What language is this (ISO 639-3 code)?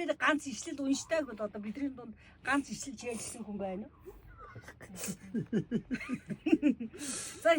mon